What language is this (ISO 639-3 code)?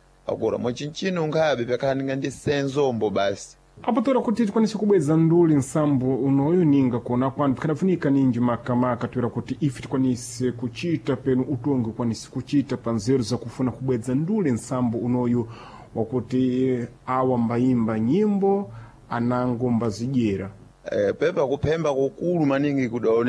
seh